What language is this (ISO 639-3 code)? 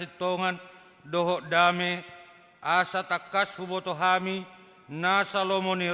bbc